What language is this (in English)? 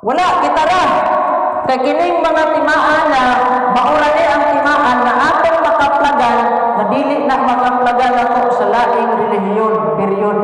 Cebuano